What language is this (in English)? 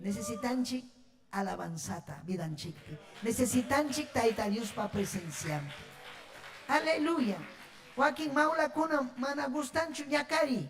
Ayacucho Quechua